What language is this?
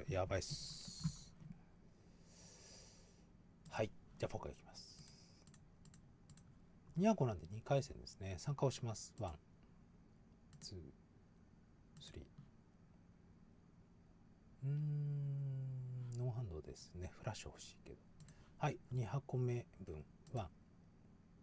Japanese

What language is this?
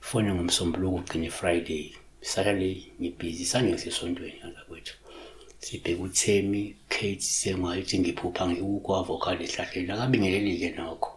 Zulu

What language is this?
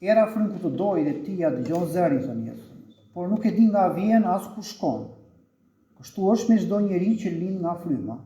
Albanian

